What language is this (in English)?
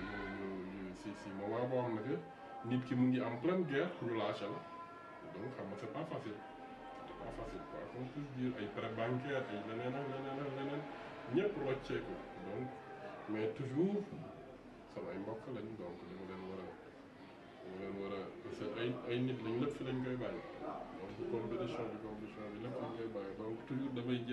Wolof